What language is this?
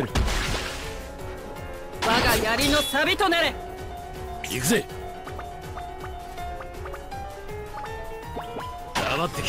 Japanese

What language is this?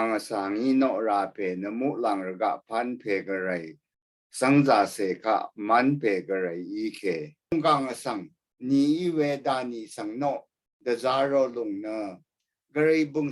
Rawang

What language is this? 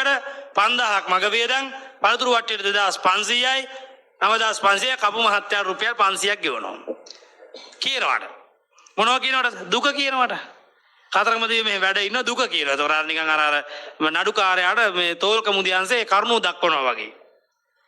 Sinhala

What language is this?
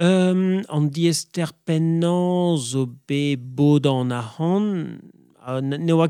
Breton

